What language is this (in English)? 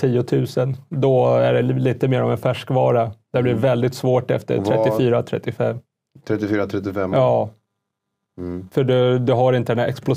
Swedish